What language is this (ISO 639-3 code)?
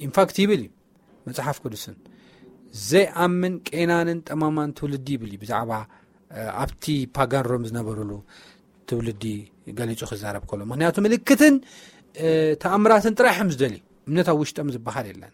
tir